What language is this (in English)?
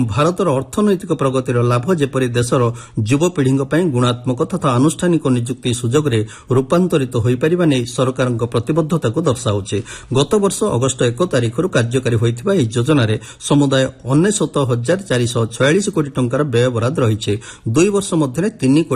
Odia